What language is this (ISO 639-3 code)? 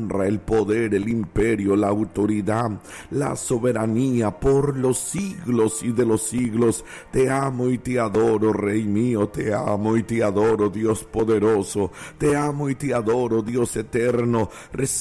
spa